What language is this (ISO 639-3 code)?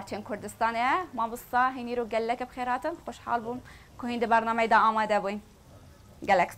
kur